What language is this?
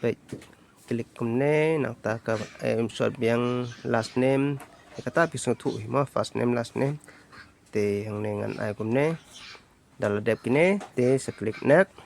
Khasi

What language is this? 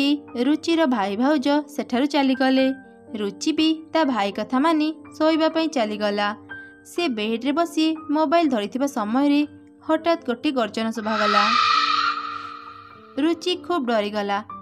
Odia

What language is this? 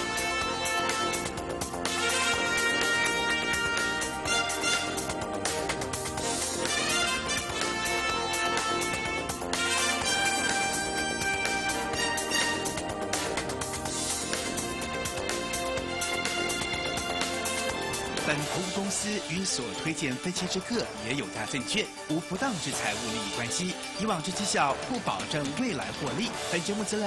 Chinese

